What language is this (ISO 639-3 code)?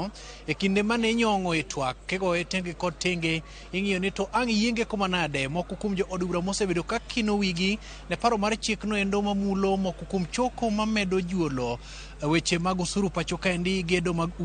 luo